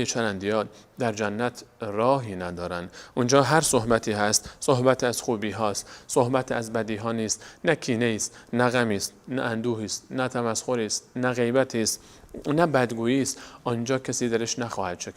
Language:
Persian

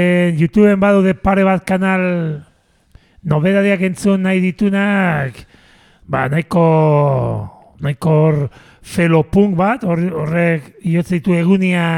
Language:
Basque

